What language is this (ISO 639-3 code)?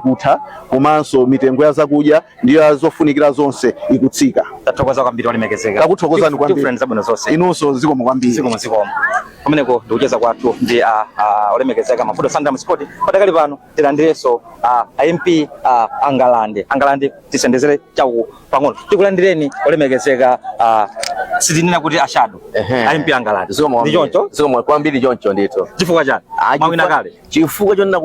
nya